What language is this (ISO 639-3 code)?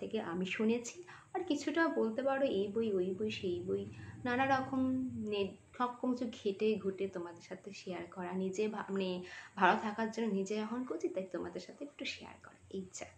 ben